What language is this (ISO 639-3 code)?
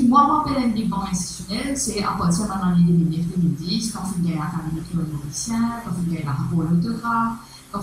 mfe